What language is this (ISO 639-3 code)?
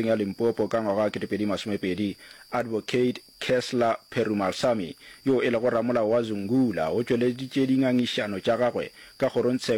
nso